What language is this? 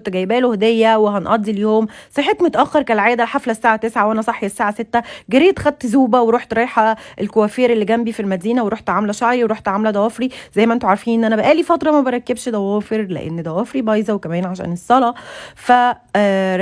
Egyptian Arabic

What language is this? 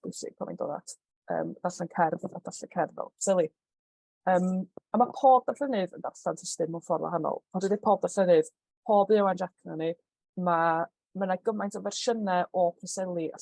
Welsh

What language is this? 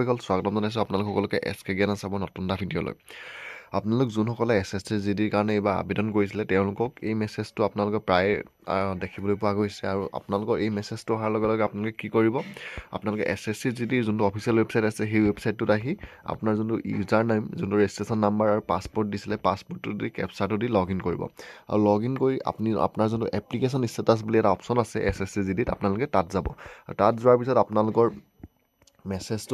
Assamese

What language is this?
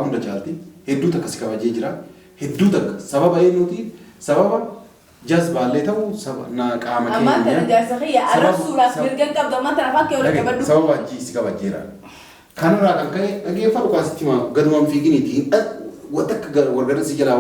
Oromo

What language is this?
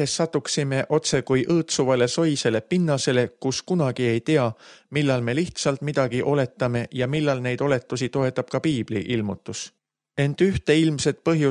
Estonian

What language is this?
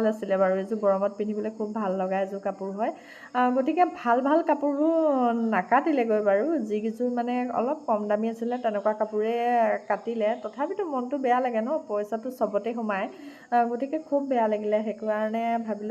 Assamese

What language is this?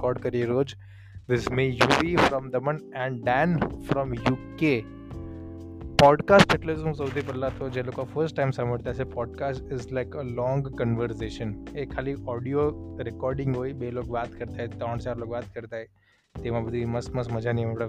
Gujarati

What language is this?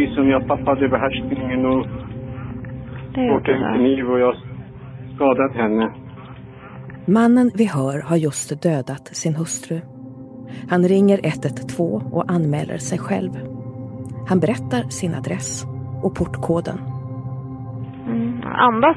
Swedish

